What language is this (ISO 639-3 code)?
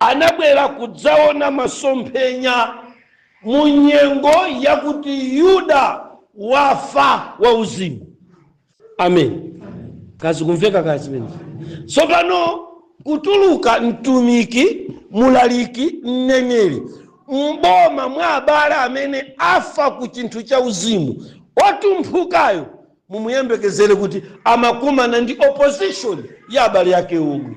nya